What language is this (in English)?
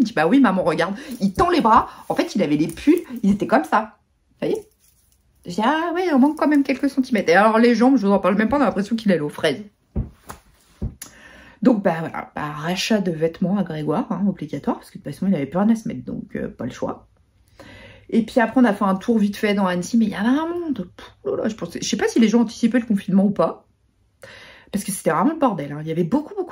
French